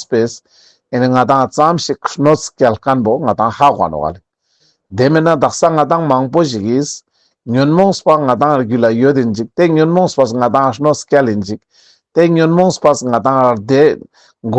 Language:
Ladakhi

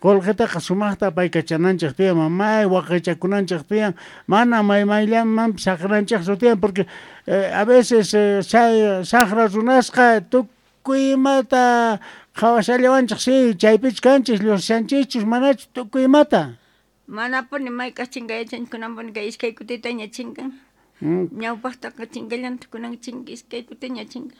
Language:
South Bolivian Quechua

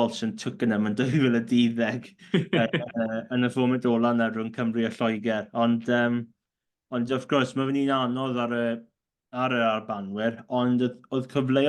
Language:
Welsh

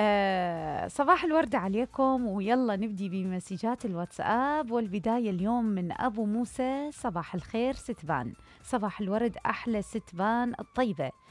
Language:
Mesopotamian Arabic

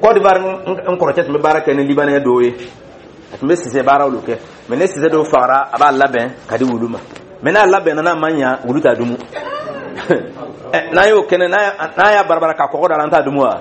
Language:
Dyula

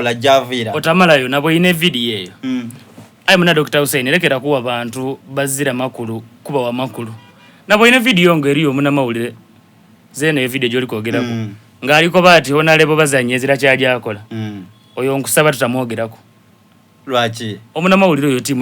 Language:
Soga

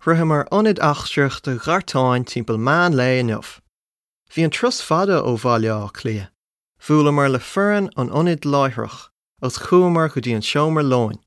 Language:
Irish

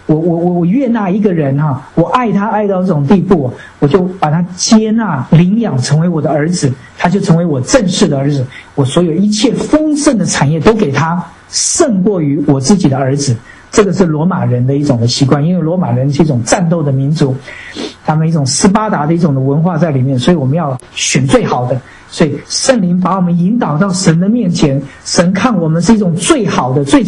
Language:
Chinese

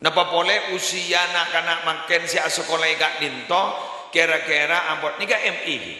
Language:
Madurese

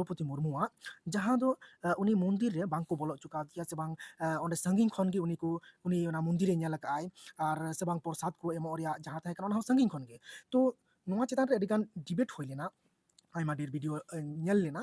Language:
Santali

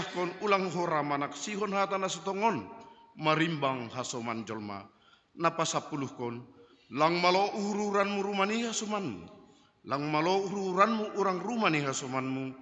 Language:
Batak Simalungun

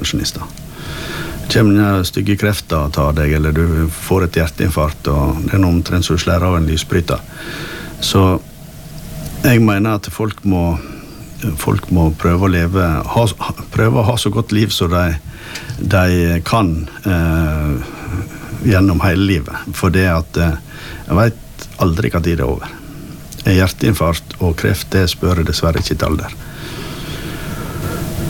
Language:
Norwegian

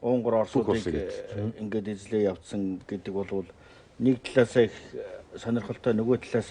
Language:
Mongolian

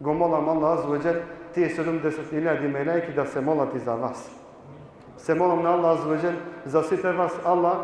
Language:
Balkan Romani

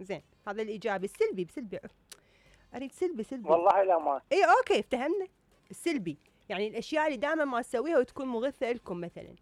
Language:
Mesopotamian Arabic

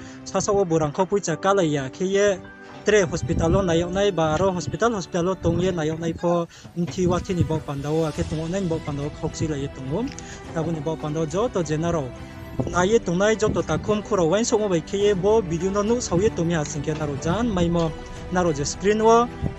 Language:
Riang (India)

